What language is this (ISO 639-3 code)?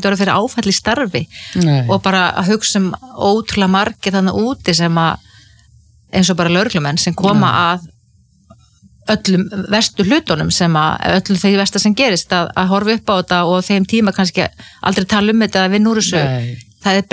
isl